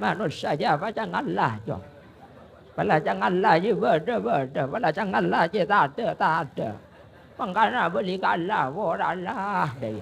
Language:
Madurese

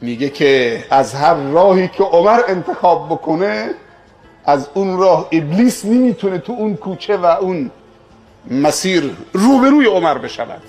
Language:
Persian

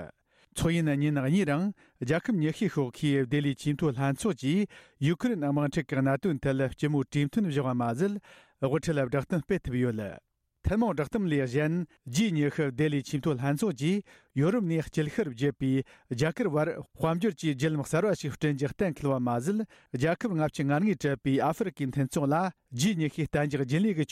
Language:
Tibetan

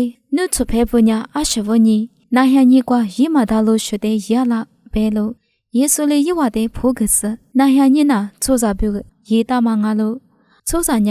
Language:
Lisu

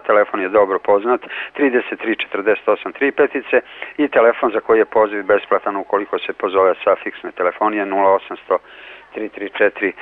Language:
Serbian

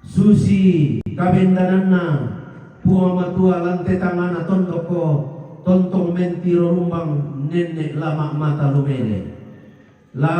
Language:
Toraja-Sa'dan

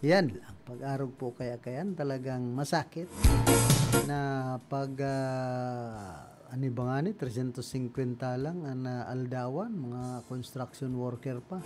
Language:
Bikol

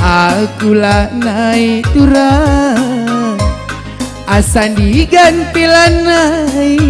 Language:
Batak Karo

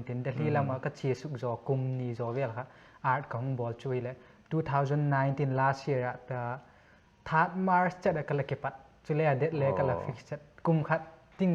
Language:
Paite Chin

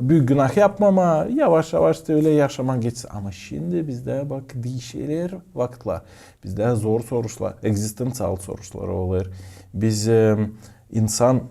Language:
Gagauz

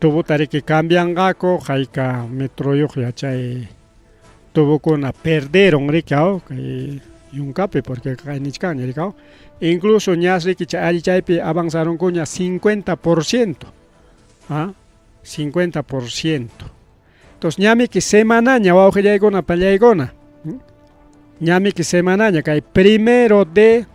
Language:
Ayacucho Quechua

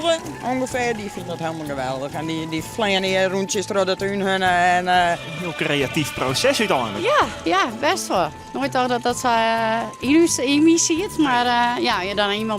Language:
Western Frisian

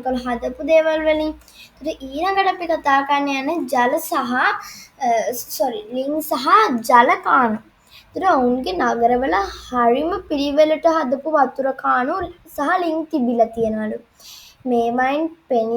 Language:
Sinhala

